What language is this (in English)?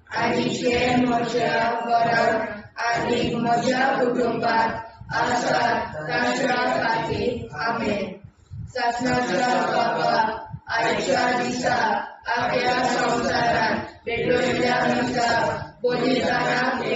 Konkani